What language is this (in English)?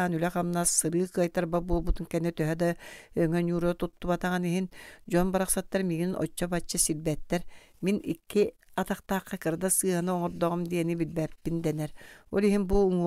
Yakut